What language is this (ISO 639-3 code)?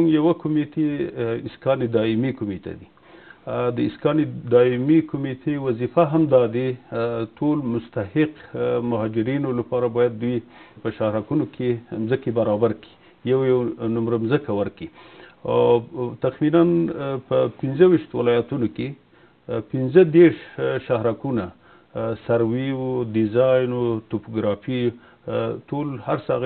pus